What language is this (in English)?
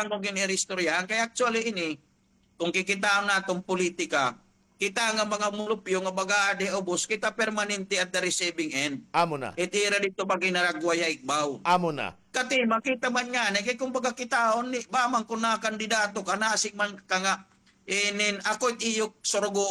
Waray